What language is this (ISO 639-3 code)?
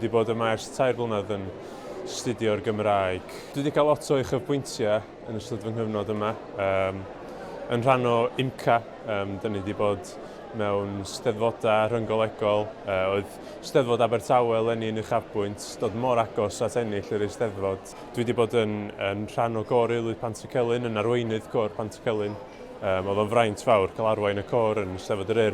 cym